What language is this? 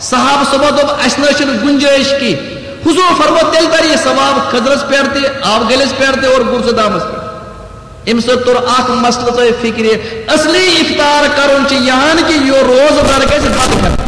Kashmiri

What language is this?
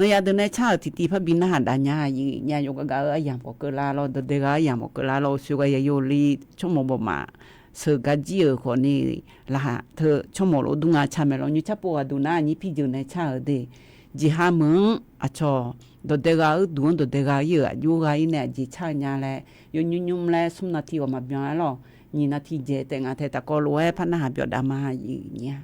Akha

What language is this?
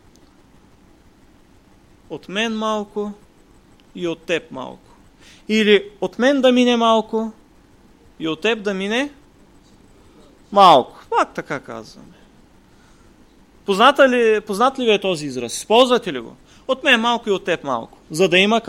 Bulgarian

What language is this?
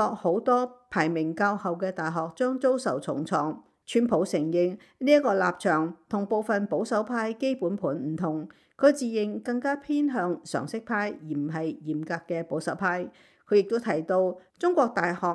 Cantonese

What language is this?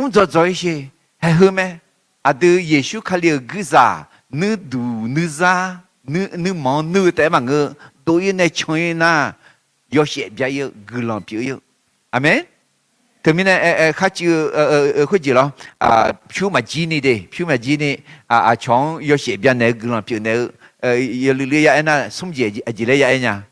Akha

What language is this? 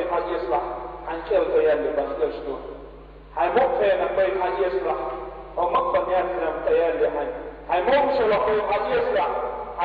Chechen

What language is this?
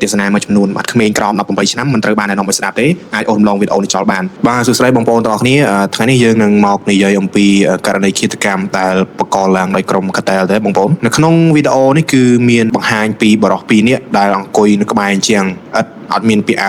Khmer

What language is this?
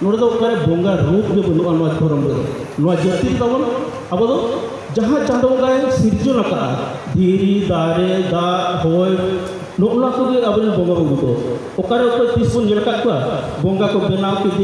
Santali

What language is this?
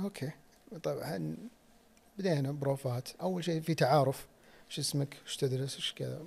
Najdi Arabic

